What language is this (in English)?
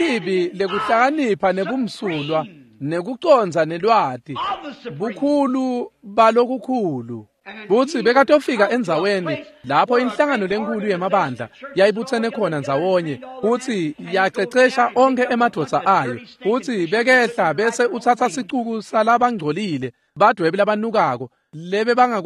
Swati